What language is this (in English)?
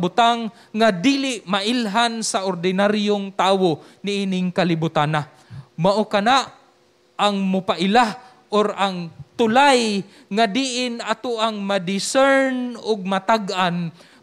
Cebuano